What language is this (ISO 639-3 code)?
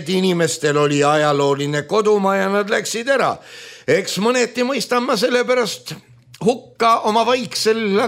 est